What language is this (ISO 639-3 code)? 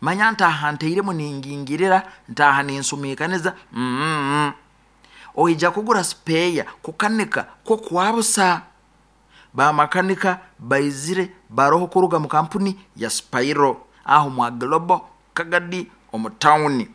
nyo